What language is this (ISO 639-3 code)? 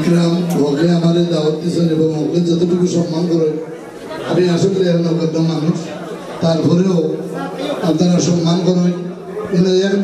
syl